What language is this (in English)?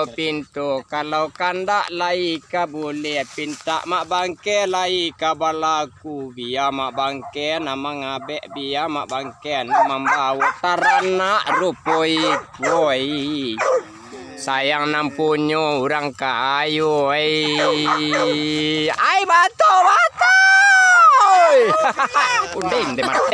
Minangkabau